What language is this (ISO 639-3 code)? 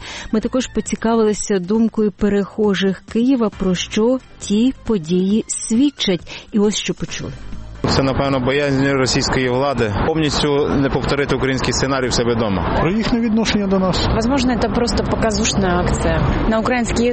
ukr